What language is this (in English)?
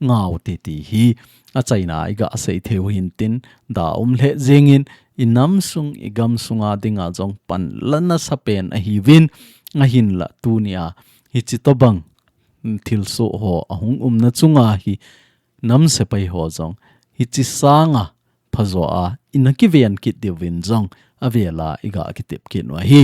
Thado Chin